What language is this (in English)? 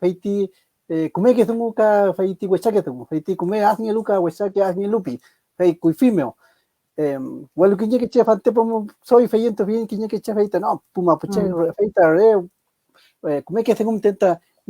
Mapuche